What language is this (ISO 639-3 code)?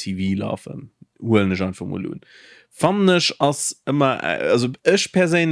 ltz